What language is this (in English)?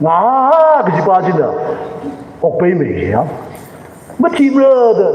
Tangkhul Naga (India)